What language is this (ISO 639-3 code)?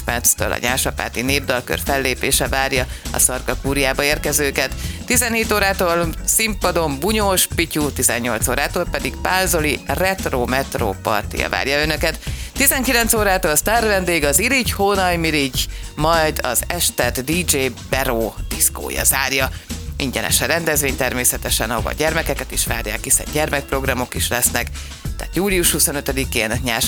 hun